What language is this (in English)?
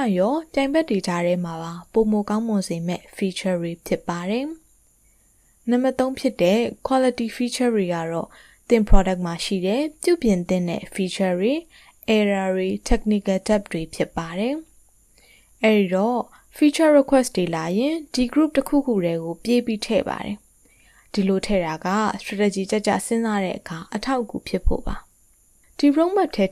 Burmese